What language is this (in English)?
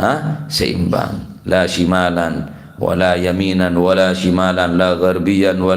Madurese